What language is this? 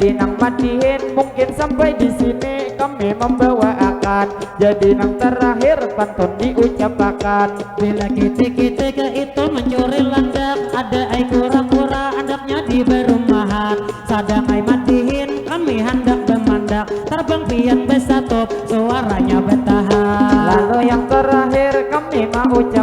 Banjar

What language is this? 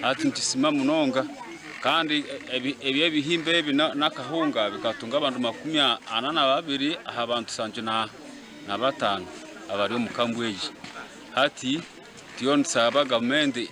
Nyankole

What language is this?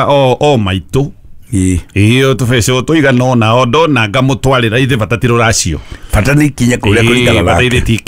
Kikuyu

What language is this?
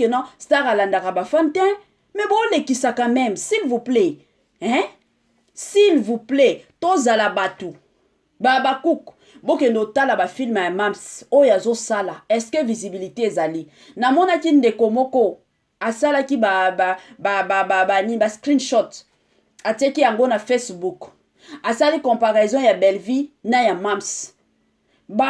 Lingala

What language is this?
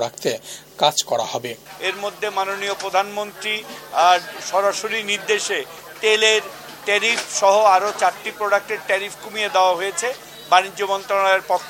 Bangla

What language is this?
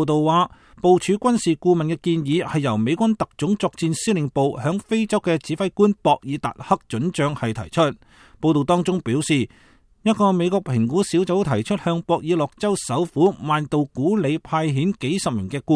Cantonese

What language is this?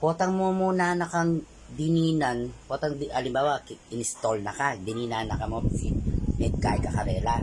Pampanga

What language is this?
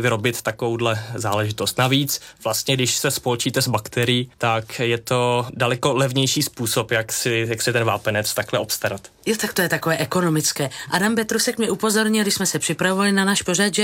Czech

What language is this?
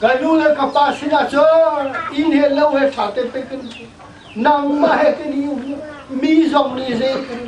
Hakha Chin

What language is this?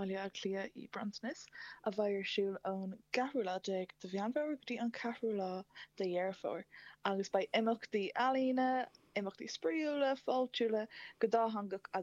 Irish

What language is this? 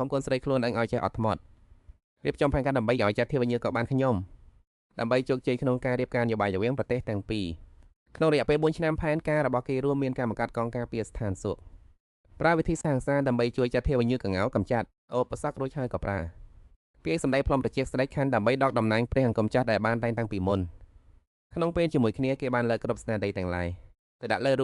Khmer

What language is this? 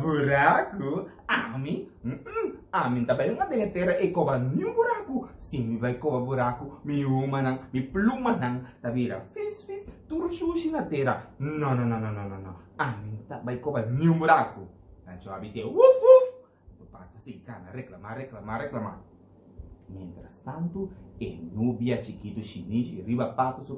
Papiamento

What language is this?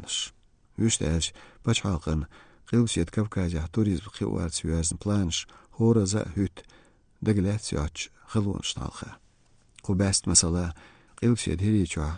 Chechen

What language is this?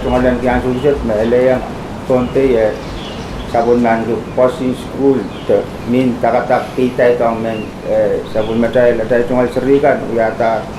Pohnpeian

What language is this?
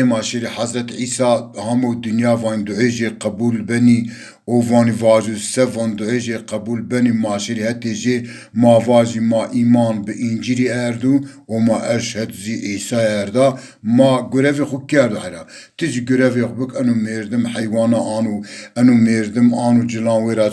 Zaza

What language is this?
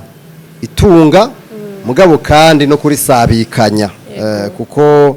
Rundi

